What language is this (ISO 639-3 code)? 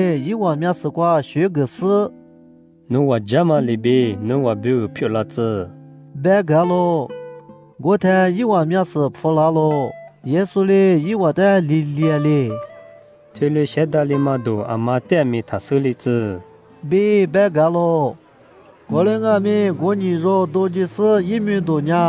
lis